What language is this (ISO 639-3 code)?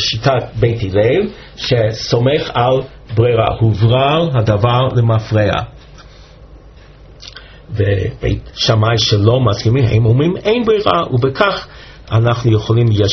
heb